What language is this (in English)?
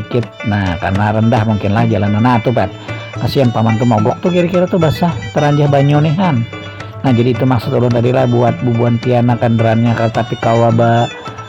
Banjar